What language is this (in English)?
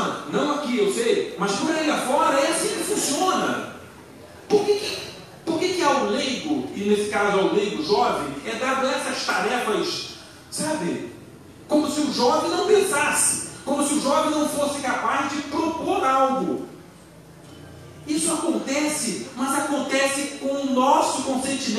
Portuguese